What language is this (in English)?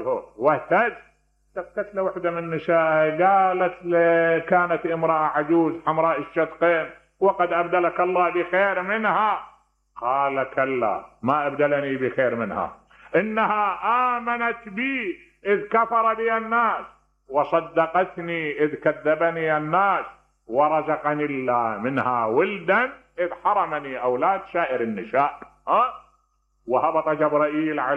Mesopotamian Arabic